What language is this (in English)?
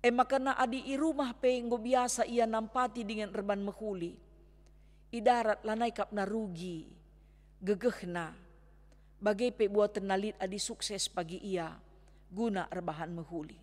Batak Karo